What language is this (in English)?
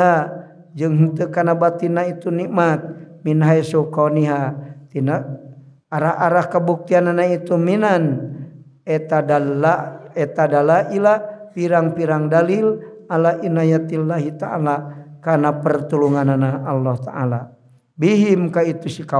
Sundanese